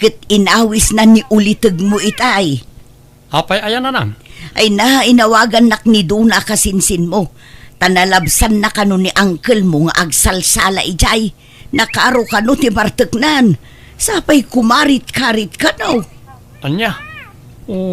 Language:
Iloko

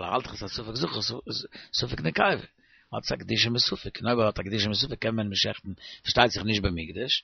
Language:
Yiddish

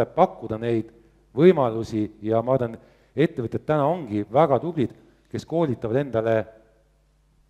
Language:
Estonian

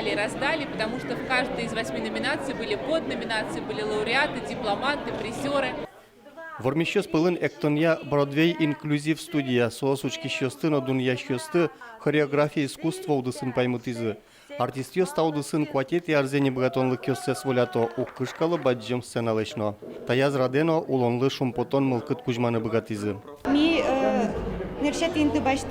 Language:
Udmurt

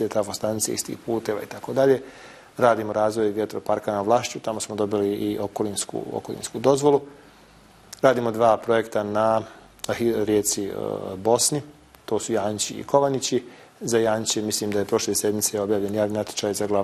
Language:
Bosnian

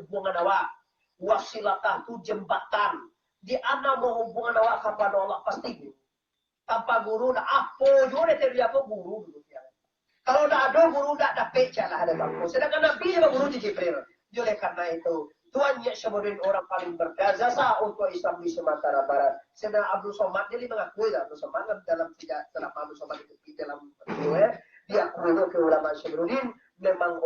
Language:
Minangkabau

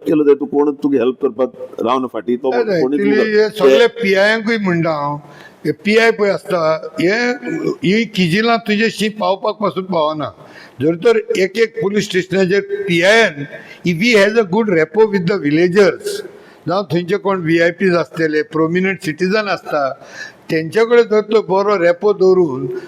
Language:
Konkani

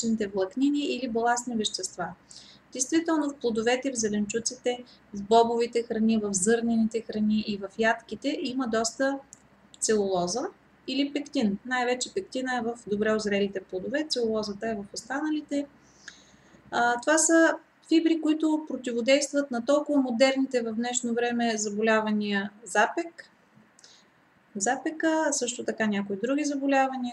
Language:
Bulgarian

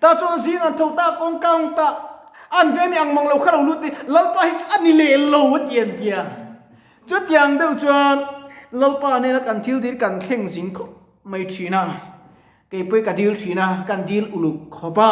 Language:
Mizo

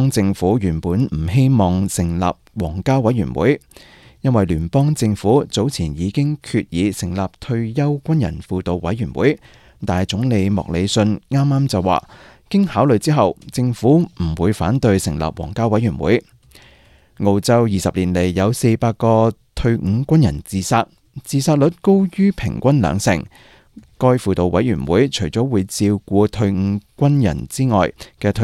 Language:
Cantonese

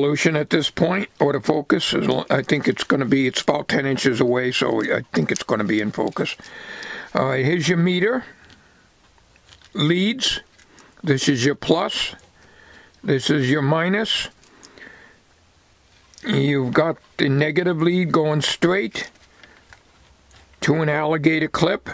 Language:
English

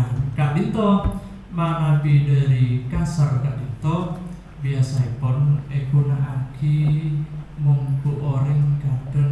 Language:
Madurese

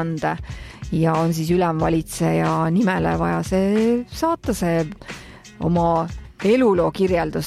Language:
Estonian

